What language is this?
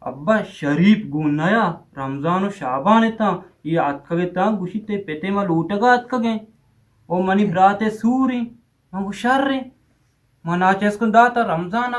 Eastern Balochi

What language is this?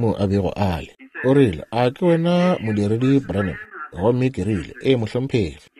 Northern Sotho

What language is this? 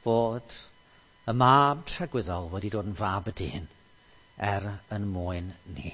Welsh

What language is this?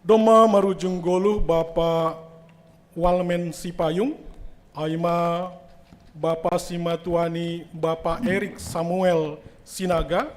Batak Simalungun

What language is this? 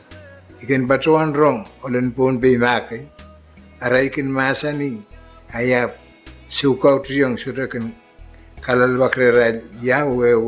Pohnpeian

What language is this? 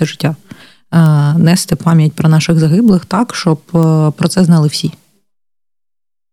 Ukrainian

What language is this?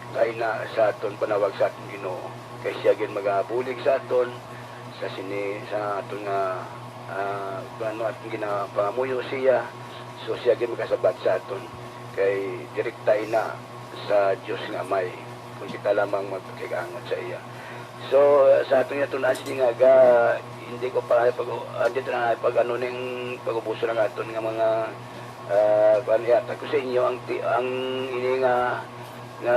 Hiligaynon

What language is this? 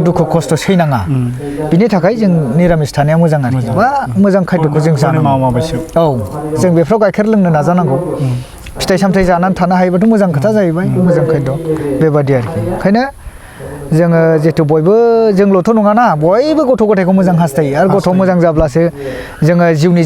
Bodo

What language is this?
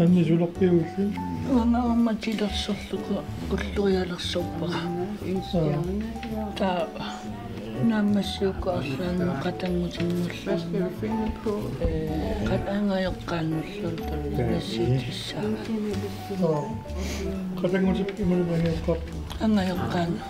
Kalaallisut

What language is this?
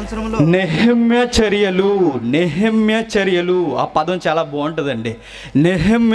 Telugu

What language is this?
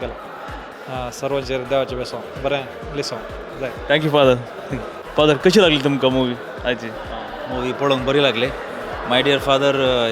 Konkani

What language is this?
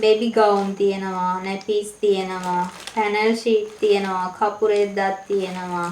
Sinhala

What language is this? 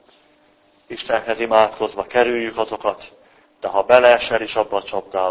Hungarian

